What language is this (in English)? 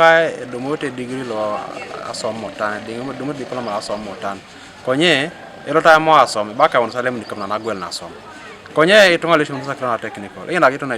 Teso